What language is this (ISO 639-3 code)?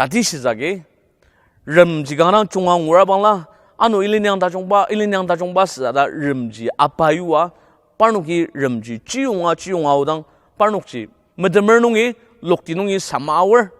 njo